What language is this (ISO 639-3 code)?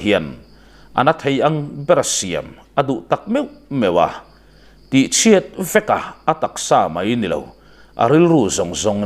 lus